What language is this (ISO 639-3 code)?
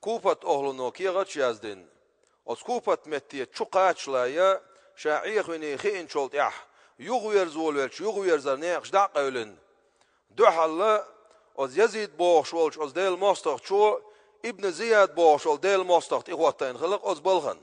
che